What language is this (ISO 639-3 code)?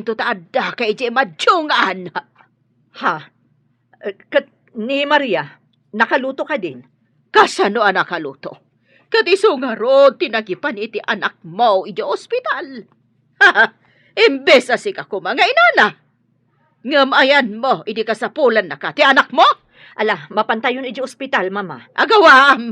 ilo